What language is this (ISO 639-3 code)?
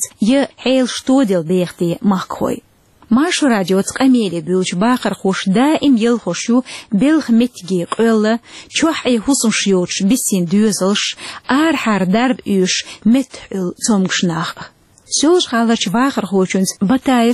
che